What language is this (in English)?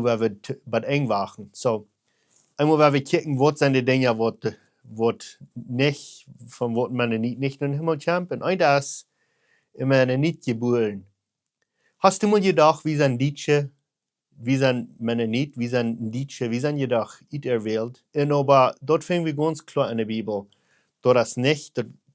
Plautdietsch